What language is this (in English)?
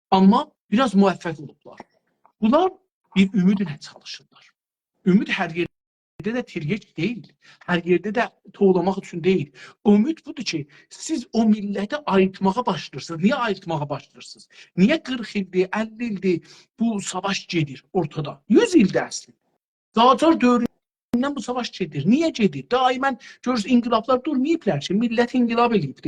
South Azerbaijani